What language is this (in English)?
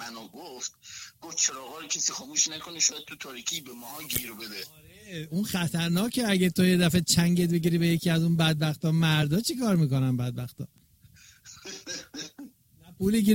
Persian